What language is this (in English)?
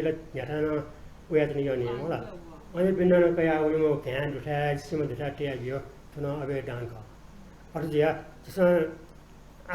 Newari